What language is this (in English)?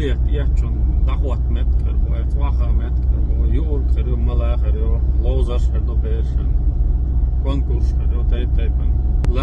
Chechen